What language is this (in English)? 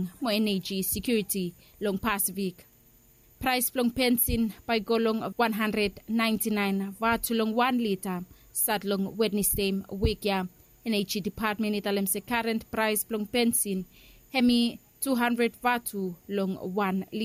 Bislama